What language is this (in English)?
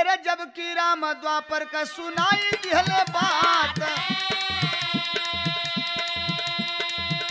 Bhojpuri